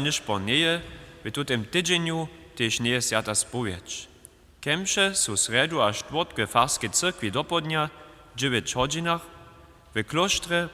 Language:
Upper Sorbian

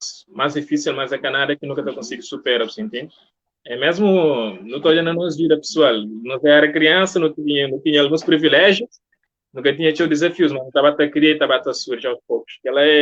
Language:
Kabuverdianu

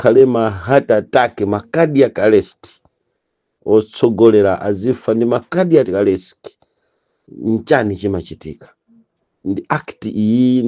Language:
Nyanja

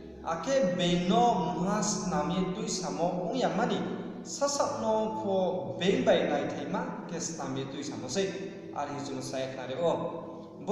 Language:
Riang (India)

